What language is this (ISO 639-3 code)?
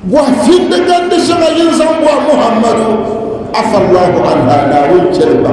dag